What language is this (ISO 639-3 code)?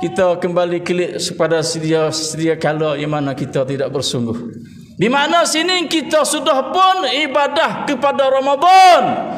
msa